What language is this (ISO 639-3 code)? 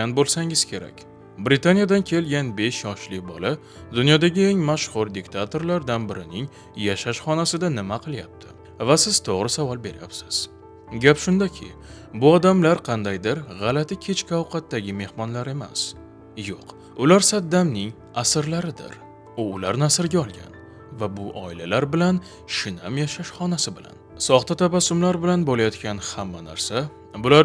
uzb